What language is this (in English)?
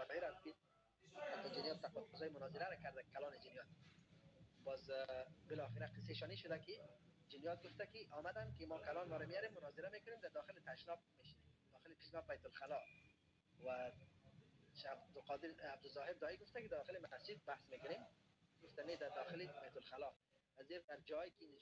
Persian